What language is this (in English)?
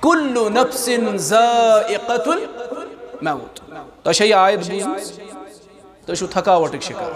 Kashmiri